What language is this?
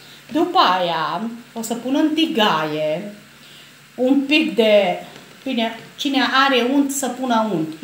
Romanian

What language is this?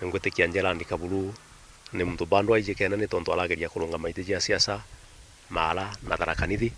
Meru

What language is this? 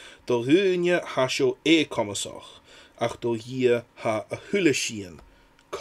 Scottish Gaelic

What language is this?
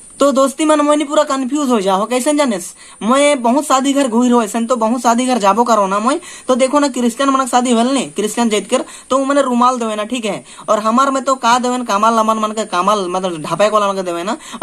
Sadri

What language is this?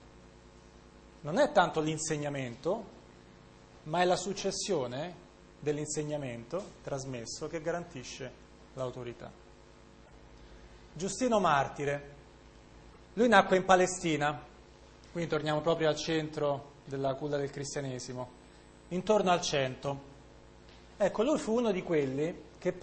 Italian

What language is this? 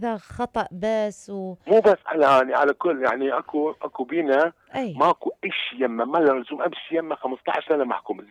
Mesopotamian Arabic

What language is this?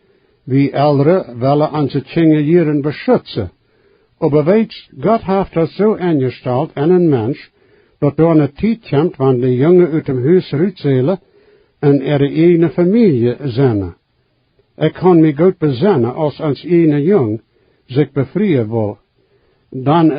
Plautdietsch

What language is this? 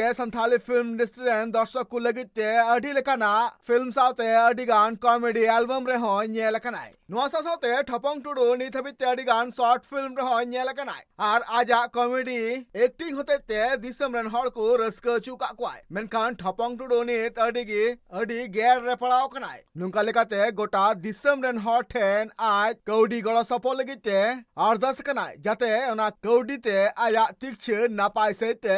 Santali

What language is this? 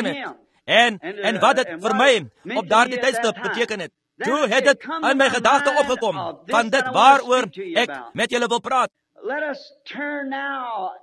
Afrikaans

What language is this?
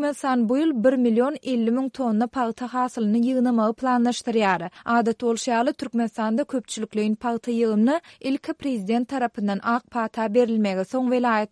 Turkmen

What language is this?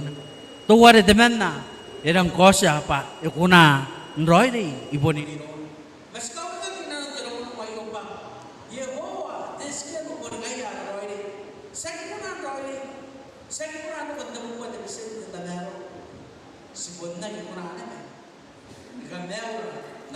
Gilbertese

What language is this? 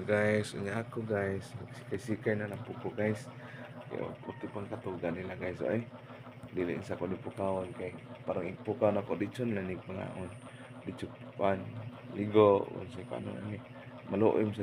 Cebuano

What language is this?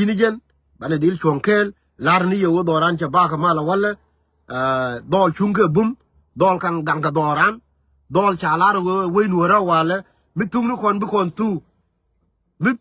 Nuer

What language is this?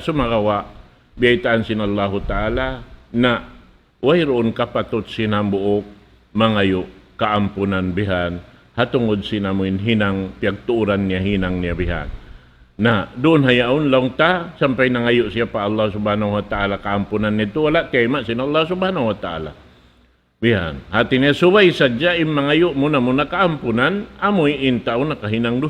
Tausug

